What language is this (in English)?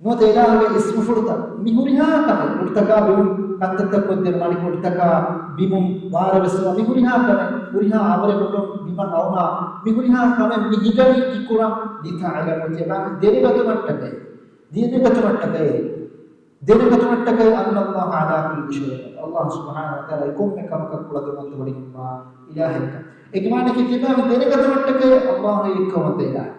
Divehi